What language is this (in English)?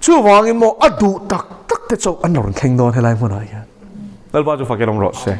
Mizo